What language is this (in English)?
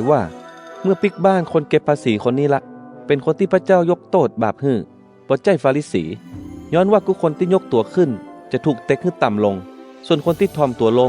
Northern Thai